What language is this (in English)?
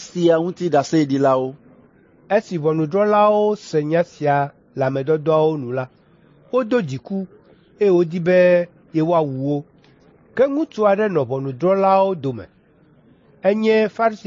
Ewe